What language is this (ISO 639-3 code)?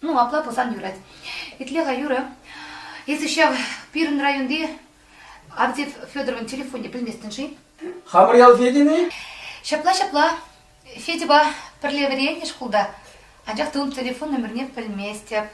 chv